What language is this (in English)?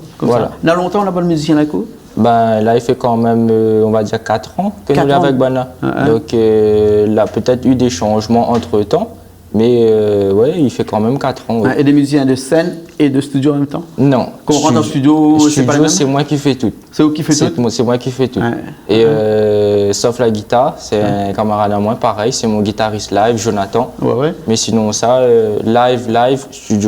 Réunion Creole French